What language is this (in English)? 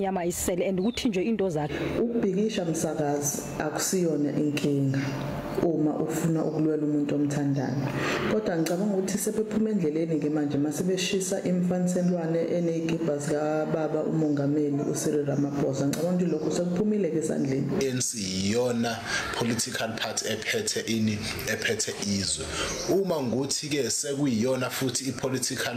Zulu